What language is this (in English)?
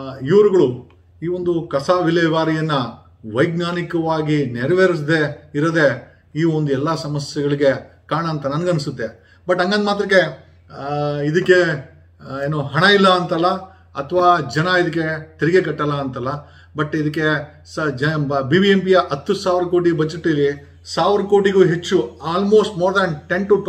Kannada